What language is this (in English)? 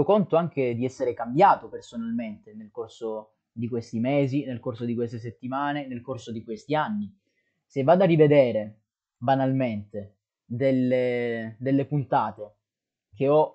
Italian